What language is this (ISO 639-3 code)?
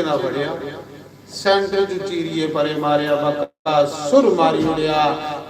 doi